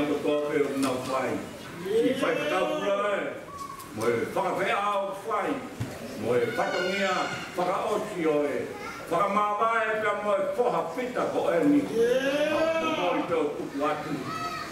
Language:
Tongan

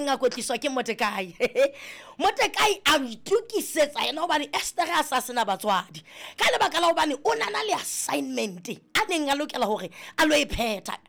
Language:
Southern Sotho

